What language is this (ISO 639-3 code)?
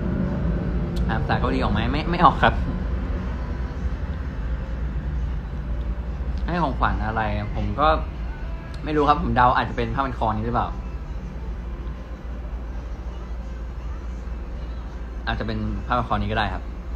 tha